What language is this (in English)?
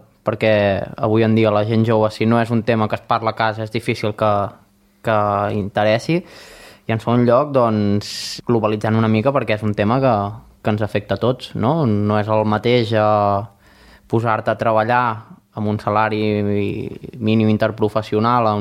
Catalan